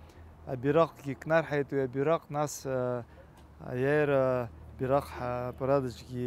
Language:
Abkhazian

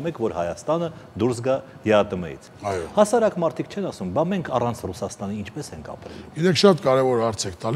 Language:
Armenian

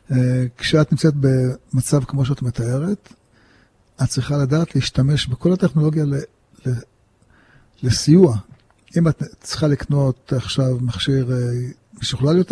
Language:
Hebrew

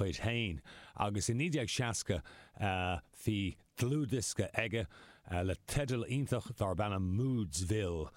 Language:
Irish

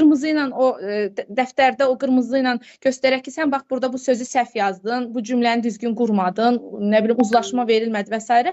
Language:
Azerbaijani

